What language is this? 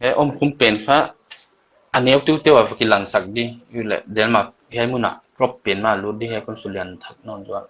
Paite Chin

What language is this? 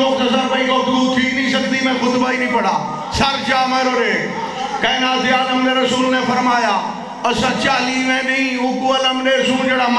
Saraiki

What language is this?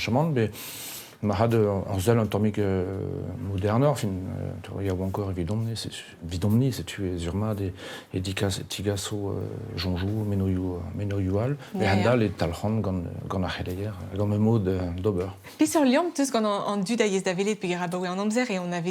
Breton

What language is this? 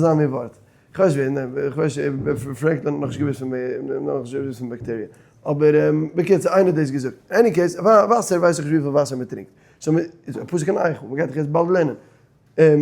Yiddish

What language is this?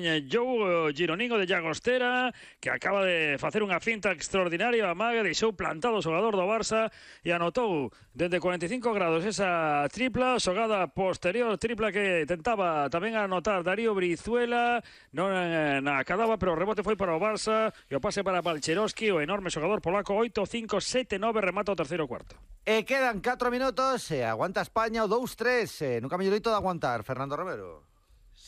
Galician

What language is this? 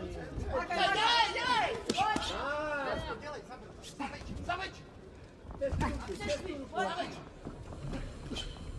Czech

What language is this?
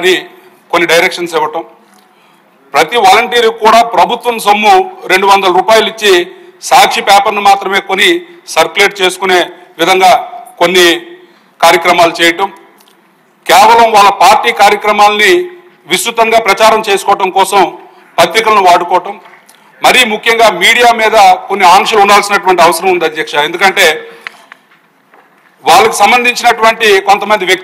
Telugu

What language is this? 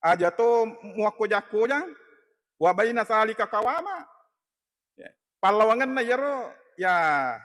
Buginese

